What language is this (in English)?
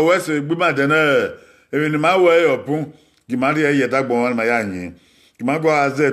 Bini